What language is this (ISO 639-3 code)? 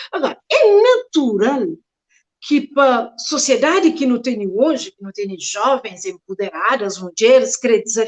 kea